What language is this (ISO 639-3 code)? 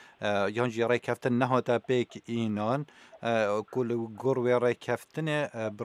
kur